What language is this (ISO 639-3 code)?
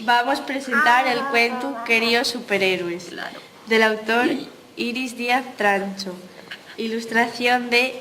ast